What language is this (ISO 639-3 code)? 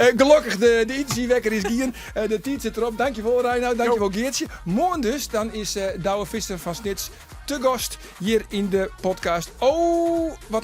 fry